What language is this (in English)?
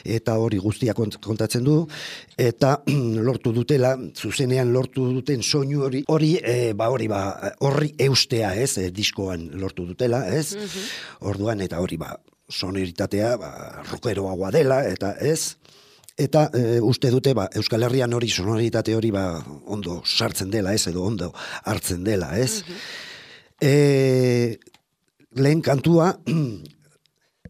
Basque